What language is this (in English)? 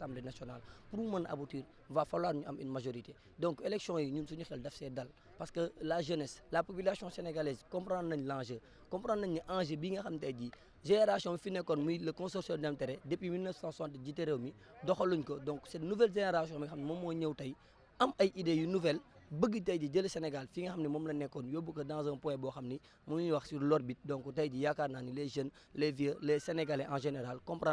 Wolof